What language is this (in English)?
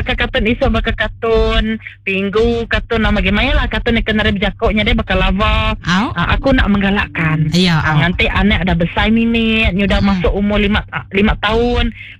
Iban